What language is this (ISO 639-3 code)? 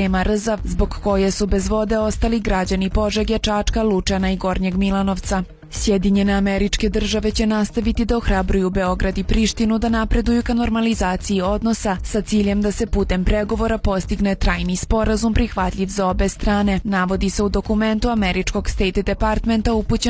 srp